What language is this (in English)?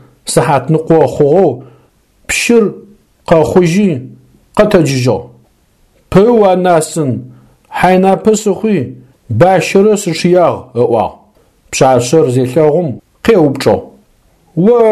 Adyghe